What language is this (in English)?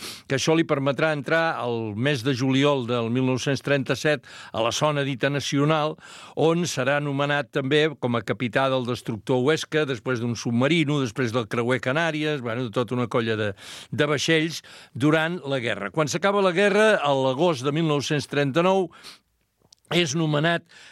Catalan